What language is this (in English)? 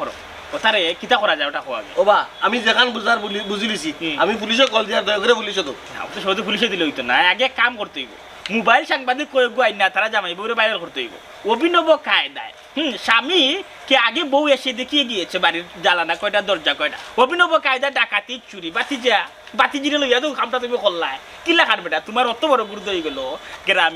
Sylheti